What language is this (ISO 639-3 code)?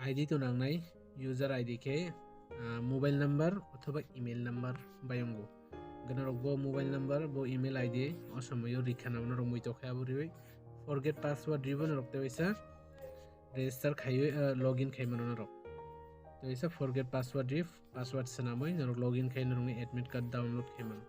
trp